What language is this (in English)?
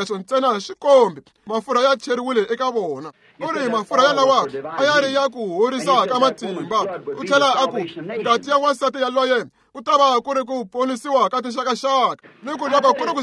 Tsonga